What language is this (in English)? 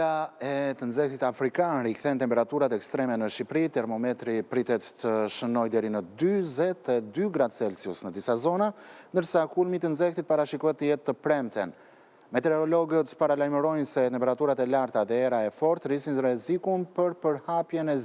Albanian